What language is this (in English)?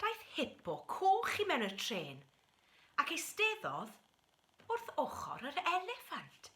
Welsh